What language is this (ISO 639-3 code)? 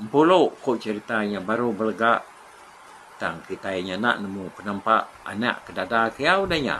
iba